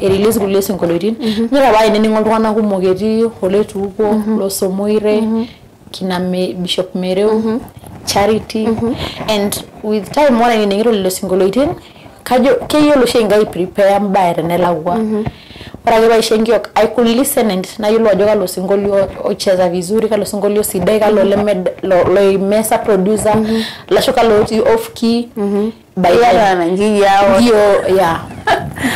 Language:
Masai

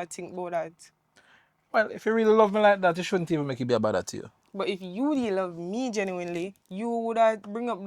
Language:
Jamaican Creole English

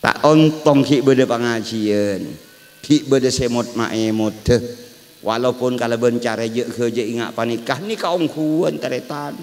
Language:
Madurese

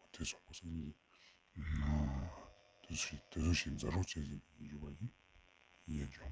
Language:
Ladakhi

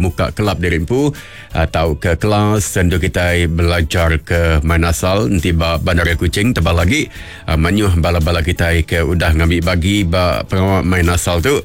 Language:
Iban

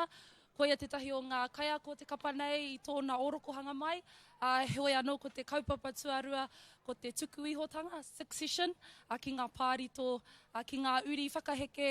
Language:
Māori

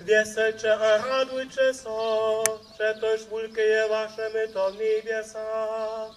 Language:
Upper Sorbian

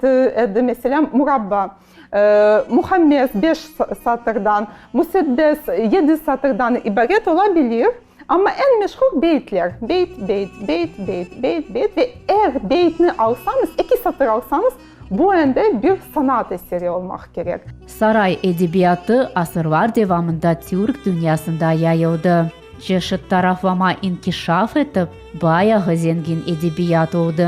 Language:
Crimean Tatar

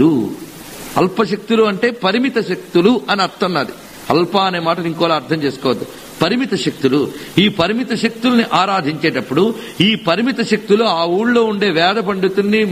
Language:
Telugu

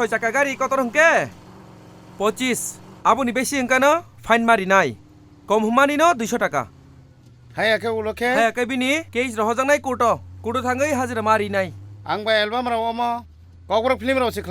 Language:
Kok Borok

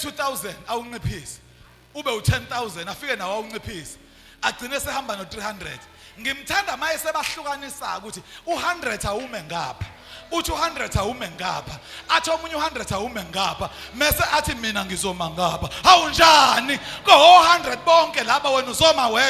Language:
Zulu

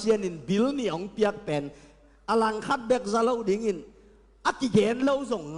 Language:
Tedim Chin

